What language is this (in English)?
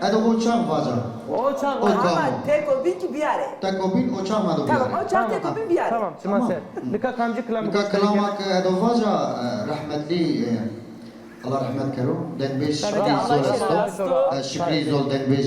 Zaza